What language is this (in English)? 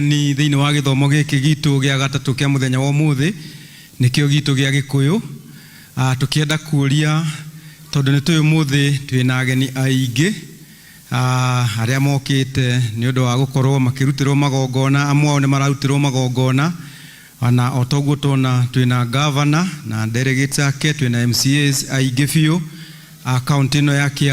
Kikuyu